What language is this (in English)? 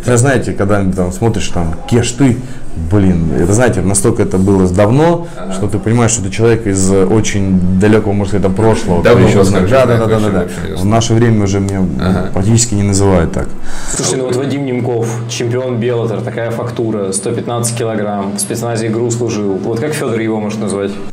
Russian